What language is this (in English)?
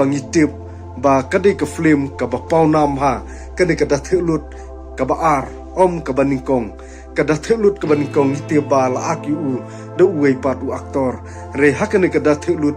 Khasi